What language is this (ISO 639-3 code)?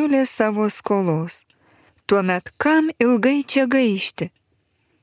lit